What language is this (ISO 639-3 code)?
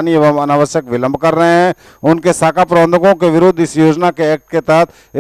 hin